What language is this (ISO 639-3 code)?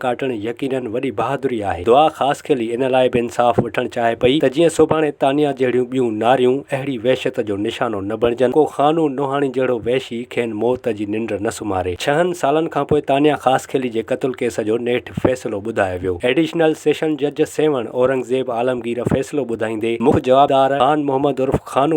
snd